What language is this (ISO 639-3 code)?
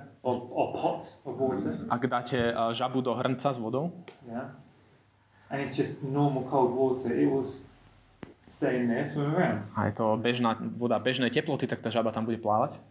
slk